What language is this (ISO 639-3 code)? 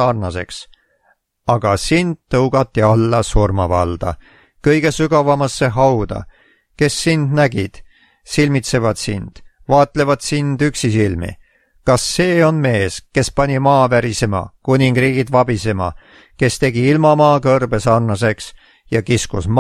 est